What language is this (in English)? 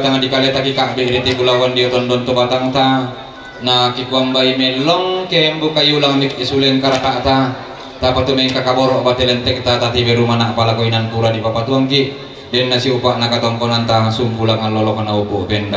Toraja-Sa'dan